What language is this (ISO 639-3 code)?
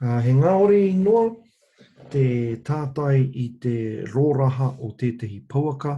mri